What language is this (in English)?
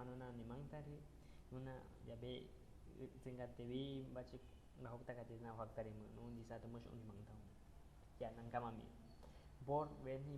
Aguaruna